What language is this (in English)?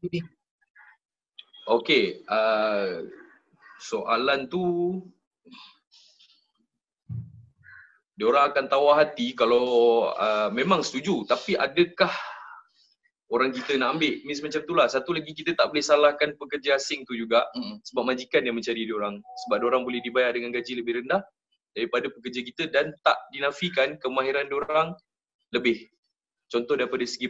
Malay